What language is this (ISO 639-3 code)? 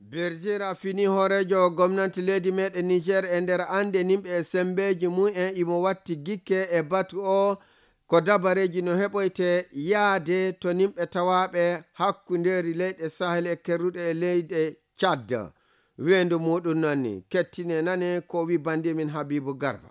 ful